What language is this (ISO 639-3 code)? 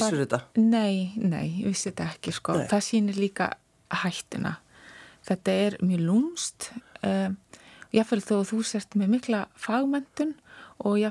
isl